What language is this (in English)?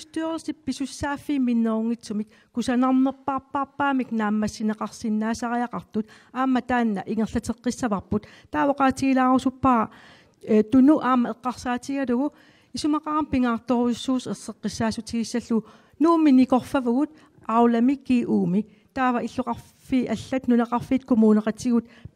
Kalaallisut